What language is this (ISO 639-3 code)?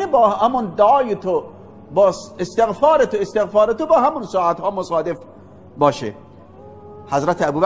fas